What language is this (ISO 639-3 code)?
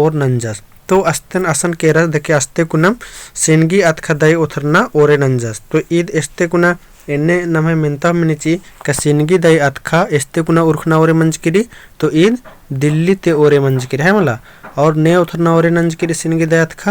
kru